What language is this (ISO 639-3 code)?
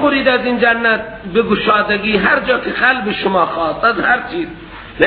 fas